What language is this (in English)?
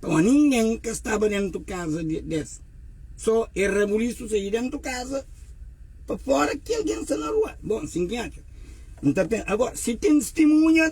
Kabuverdianu